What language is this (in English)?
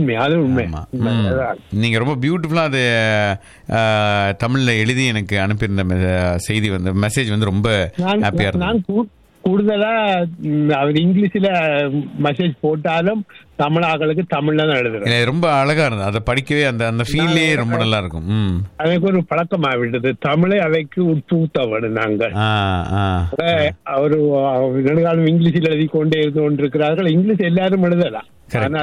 Tamil